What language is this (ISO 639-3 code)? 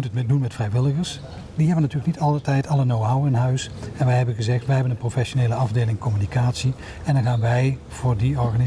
nld